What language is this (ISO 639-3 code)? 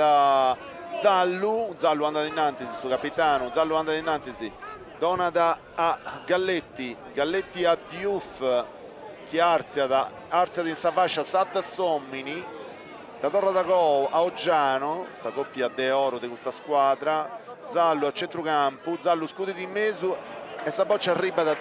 srd